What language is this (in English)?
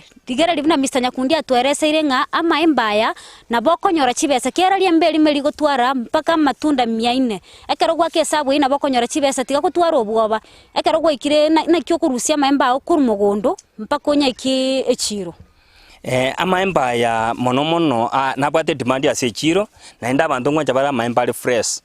Gusii